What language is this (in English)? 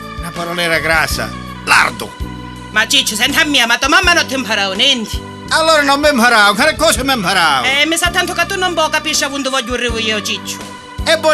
Sicilian